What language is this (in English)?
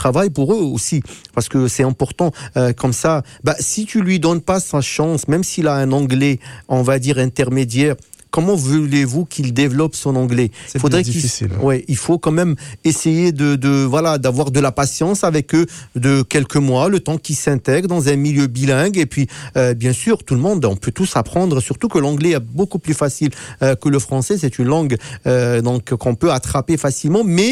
French